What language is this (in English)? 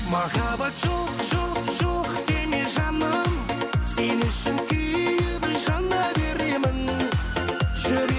Kara-Kalpak